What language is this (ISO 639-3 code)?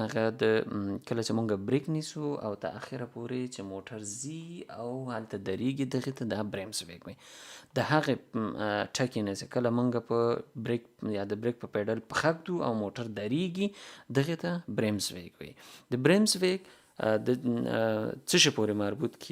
pus